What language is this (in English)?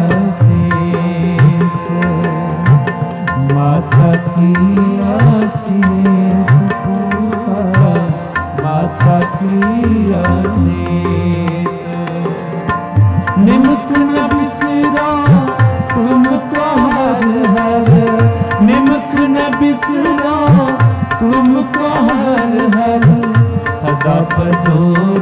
Hindi